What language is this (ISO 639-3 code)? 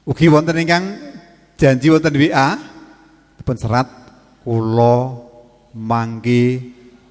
jav